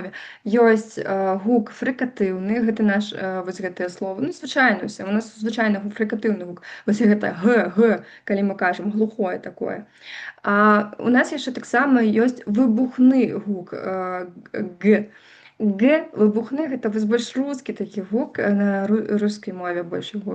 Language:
Belarusian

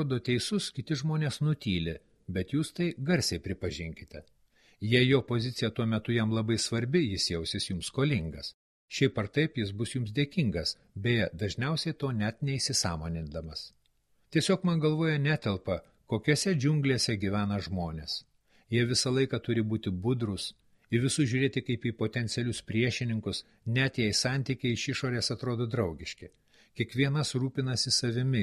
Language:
Lithuanian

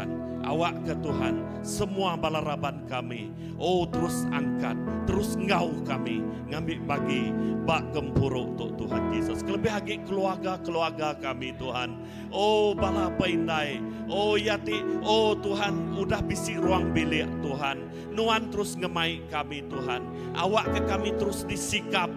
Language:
Iban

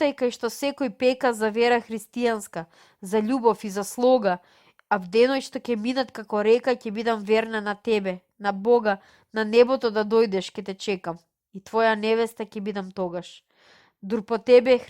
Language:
Macedonian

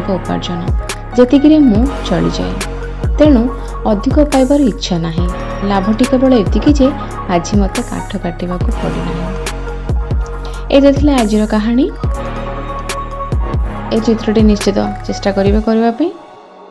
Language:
Odia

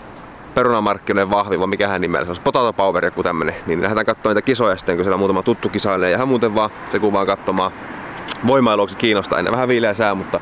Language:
Finnish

